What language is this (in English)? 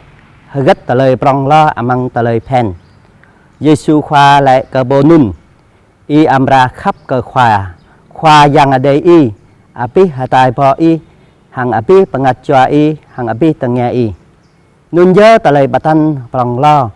Jarai